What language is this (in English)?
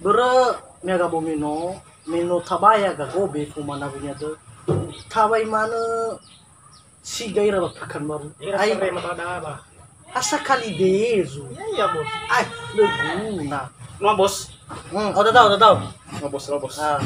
Nias